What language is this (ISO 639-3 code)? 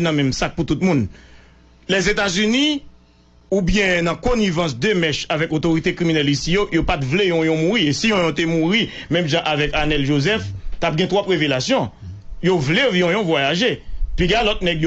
hat